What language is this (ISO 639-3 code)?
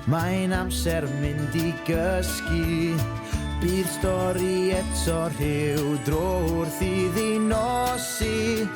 cym